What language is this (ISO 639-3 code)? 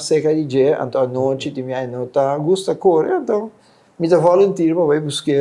pap